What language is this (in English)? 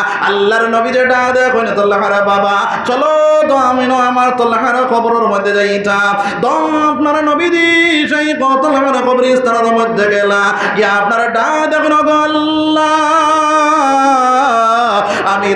Sylheti